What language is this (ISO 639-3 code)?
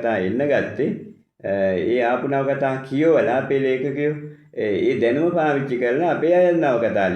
sin